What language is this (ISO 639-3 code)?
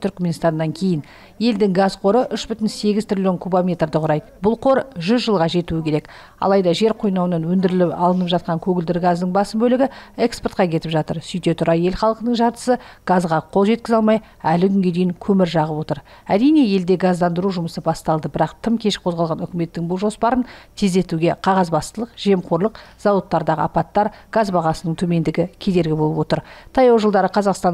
kaz